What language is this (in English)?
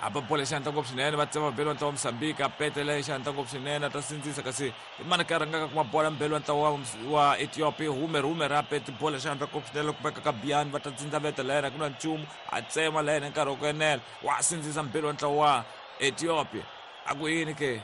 Tsonga